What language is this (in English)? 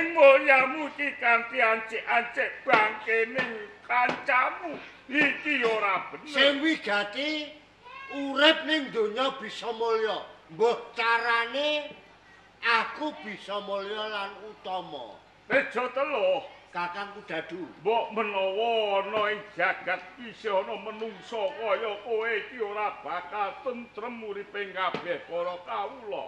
Javanese